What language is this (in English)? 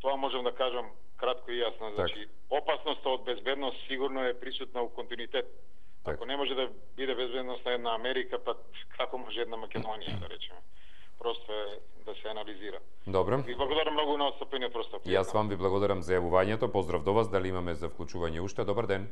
Macedonian